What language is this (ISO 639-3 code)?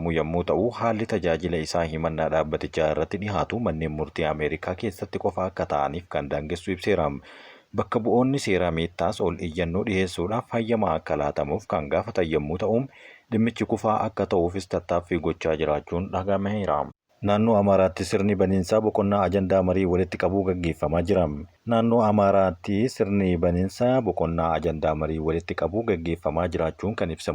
orm